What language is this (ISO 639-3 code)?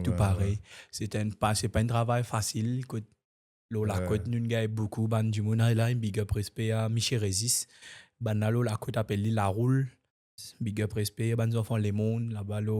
mfe